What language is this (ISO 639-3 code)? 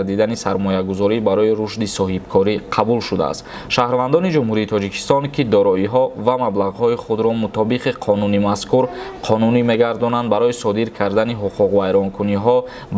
tgk